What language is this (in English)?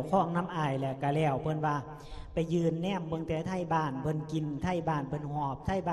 Lao